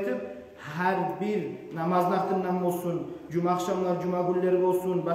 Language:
Kumyk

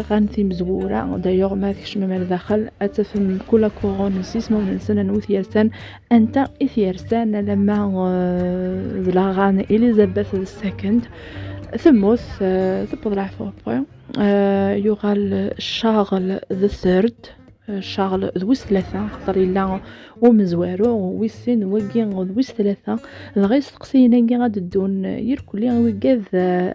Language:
Kabyle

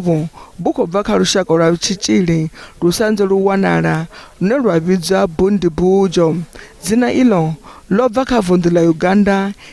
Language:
Venda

